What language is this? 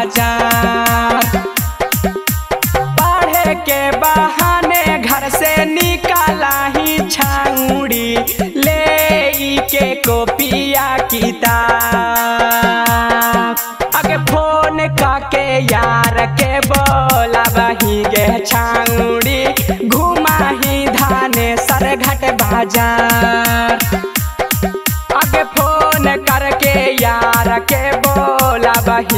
Magahi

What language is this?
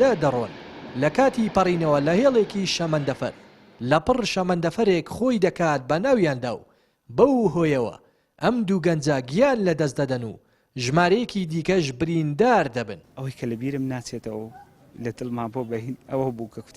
Central Kurdish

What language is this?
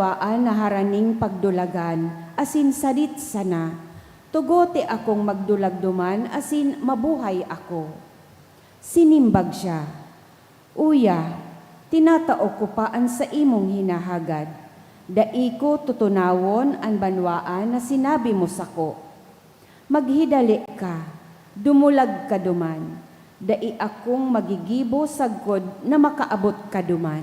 Bikol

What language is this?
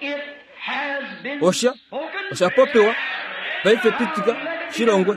Kuanyama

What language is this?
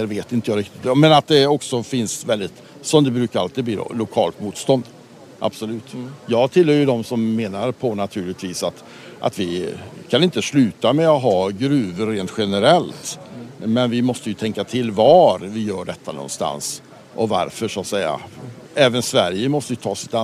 Swedish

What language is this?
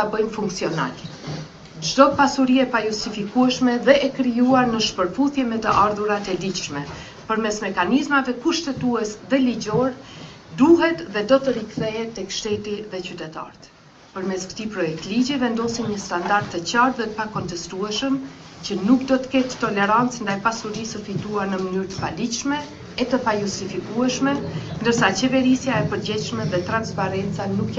Albanian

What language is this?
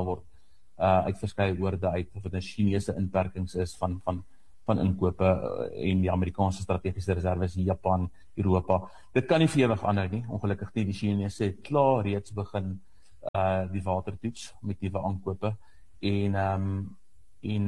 Afrikaans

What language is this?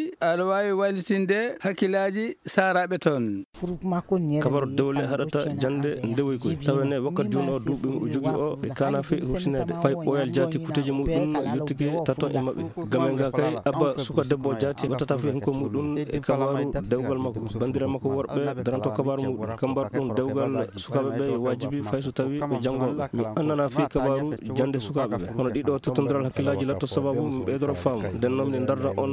Fula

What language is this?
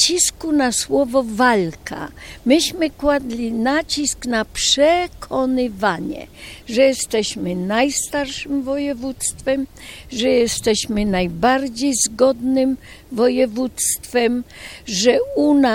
Polish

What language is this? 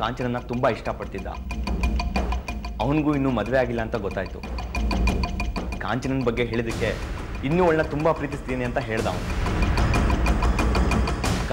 Kannada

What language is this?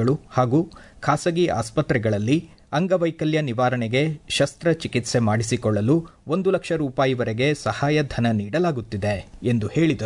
Kannada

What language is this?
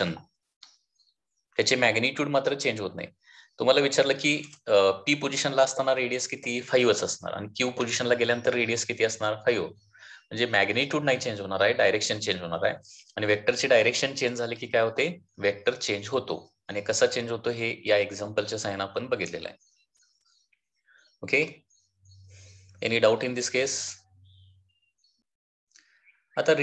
Marathi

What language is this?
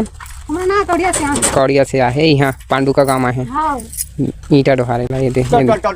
Chhattisgarhi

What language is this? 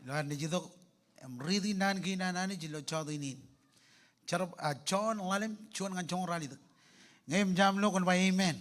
Marshallese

